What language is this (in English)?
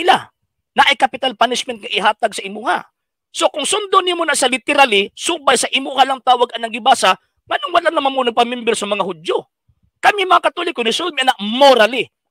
Cebuano